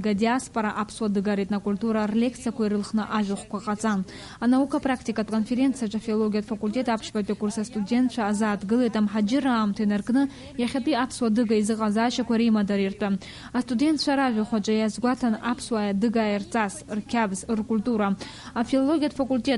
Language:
Abkhazian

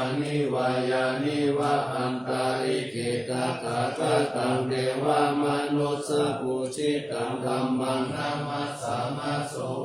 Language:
Pali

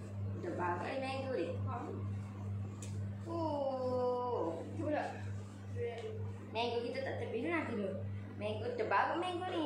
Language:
Malay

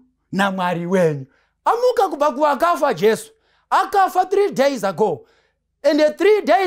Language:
Shona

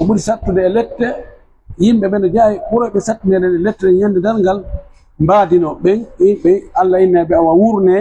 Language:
Pular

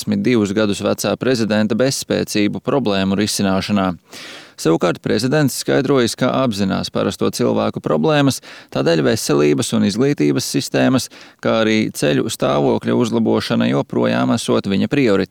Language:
Latvian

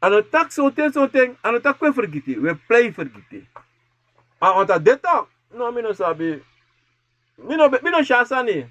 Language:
Sranan Tongo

